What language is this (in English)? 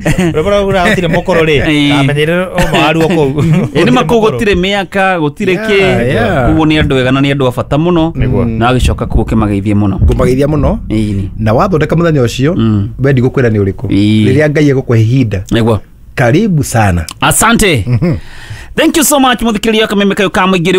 Kikuyu